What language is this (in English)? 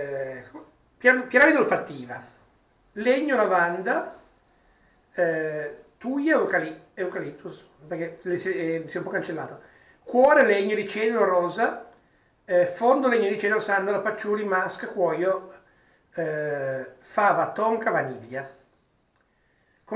Italian